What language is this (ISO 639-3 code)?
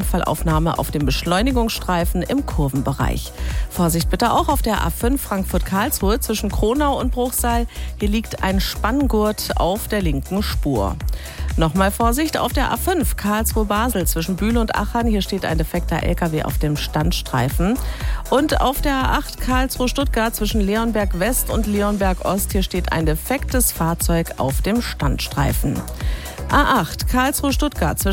deu